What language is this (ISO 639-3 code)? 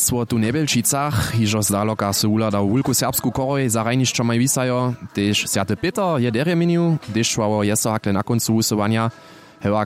hsb